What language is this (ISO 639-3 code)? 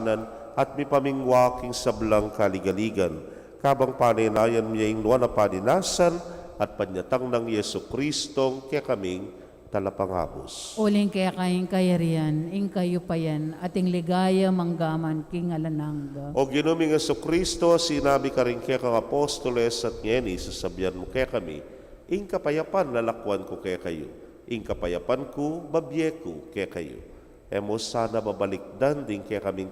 pam